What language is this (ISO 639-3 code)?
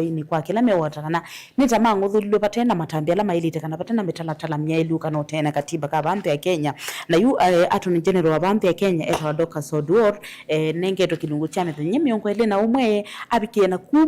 kam